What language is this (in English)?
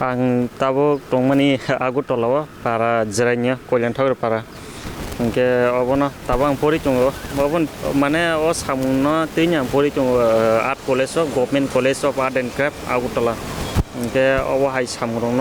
Kok Borok